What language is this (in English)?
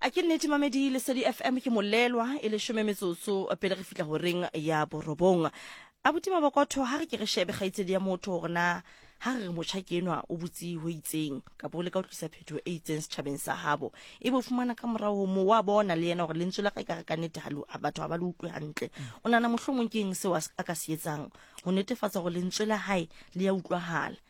Southern Sotho